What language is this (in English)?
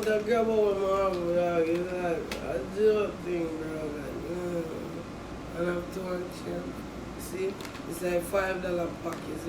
Jamaican Creole English